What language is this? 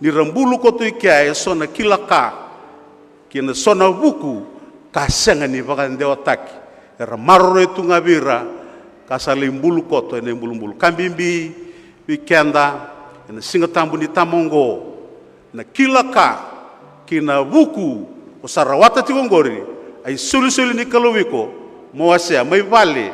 Fijian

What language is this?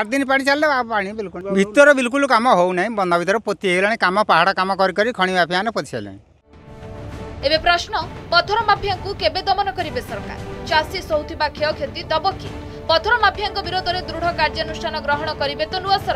Odia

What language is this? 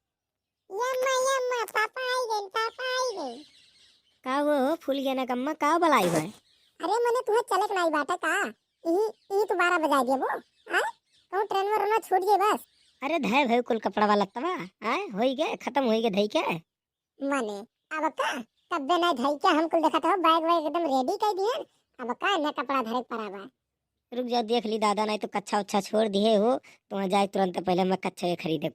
Awadhi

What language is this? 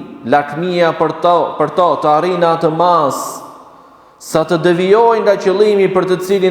Albanian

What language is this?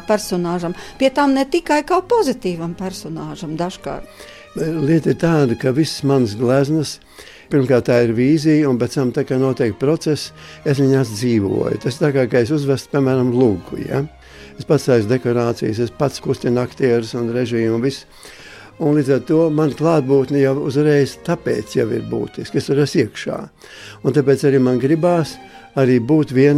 Latvian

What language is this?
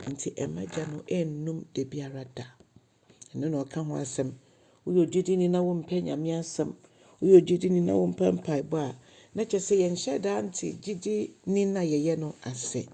Akan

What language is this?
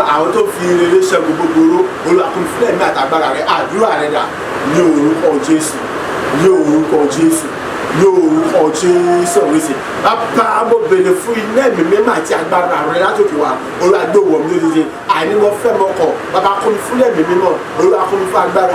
Yoruba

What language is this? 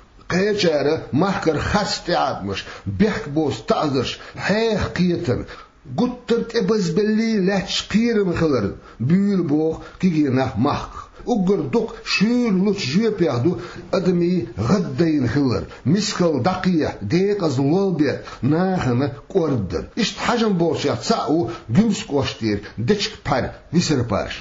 Chechen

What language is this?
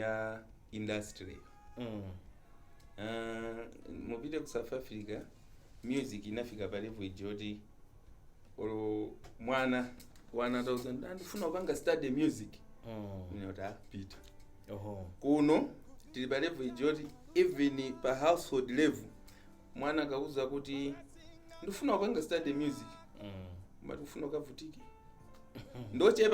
Nyanja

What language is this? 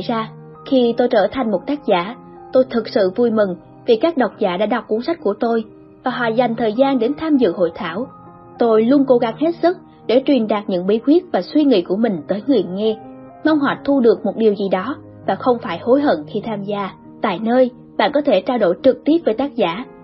Vietnamese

